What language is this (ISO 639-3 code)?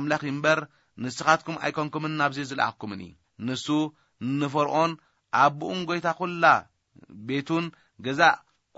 tir